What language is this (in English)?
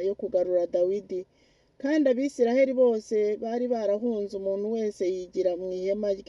Kinyarwanda